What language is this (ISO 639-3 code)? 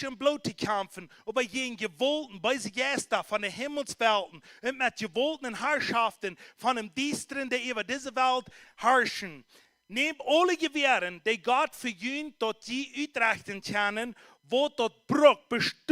pdt